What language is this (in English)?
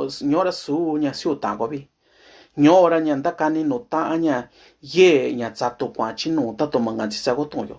Mixtepec Mixtec